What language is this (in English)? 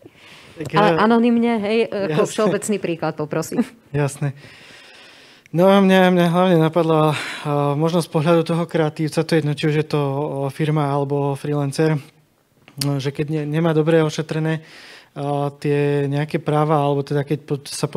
Slovak